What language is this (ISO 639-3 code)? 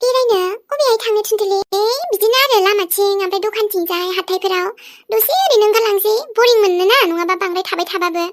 brx